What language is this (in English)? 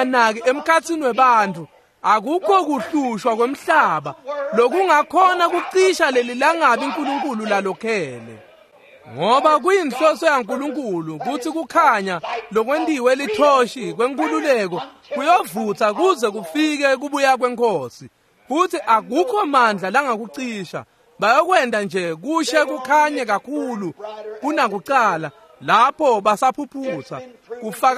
Swati